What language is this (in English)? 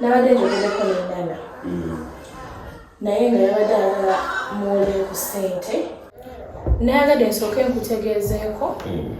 Ganda